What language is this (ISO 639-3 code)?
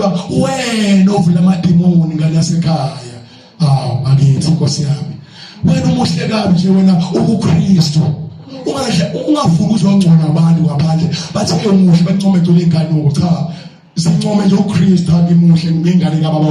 zul